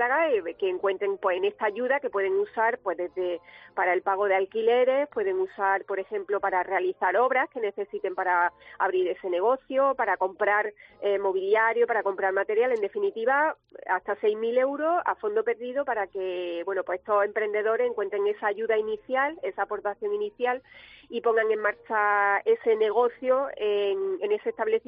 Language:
Spanish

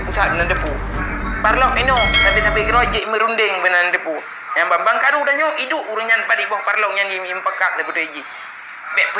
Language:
Achinese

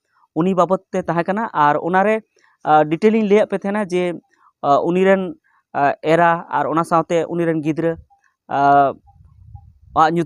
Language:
Santali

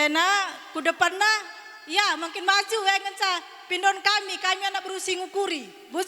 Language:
Batak Karo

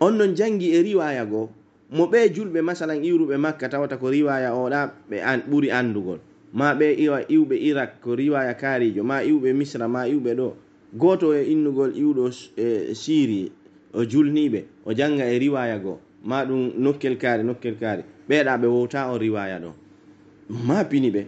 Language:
Pular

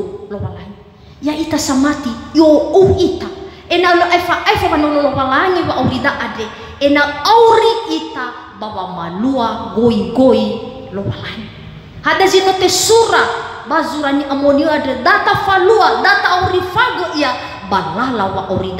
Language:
Nias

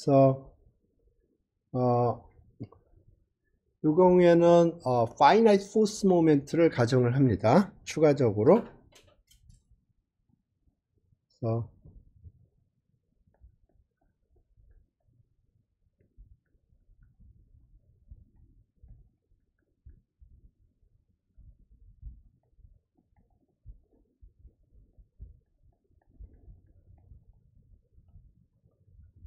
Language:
Korean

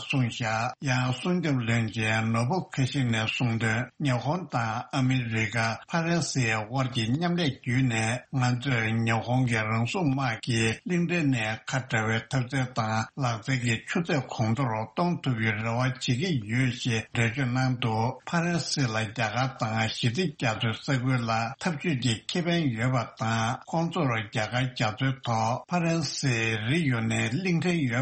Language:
Tibetan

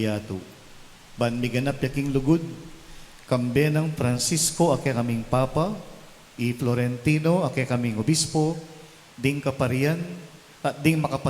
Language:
Pampanga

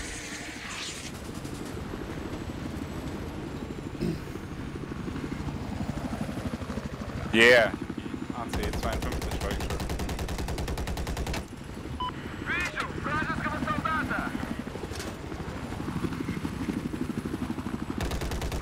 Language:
German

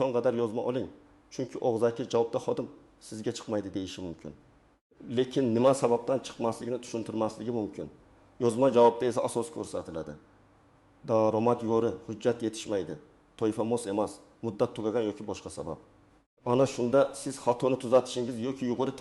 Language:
Uzbek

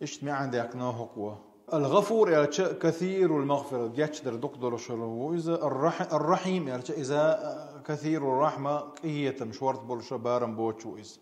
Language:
Chechen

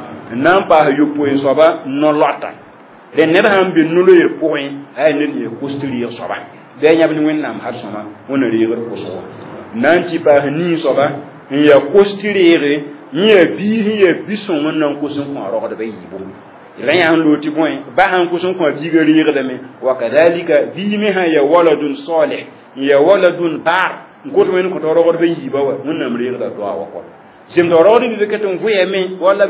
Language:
Mossi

